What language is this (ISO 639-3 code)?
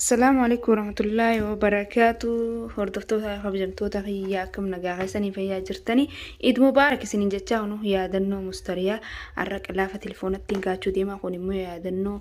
orm